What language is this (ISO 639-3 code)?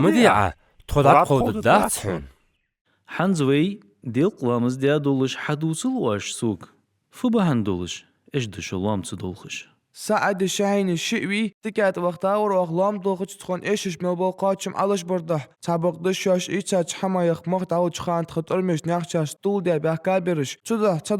inh